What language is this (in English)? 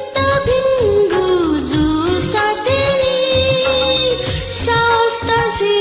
Newari